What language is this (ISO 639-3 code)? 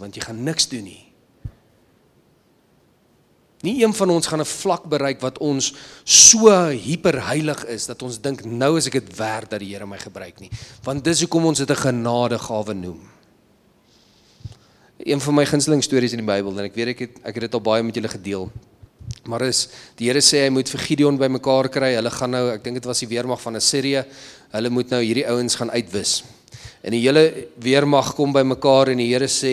afr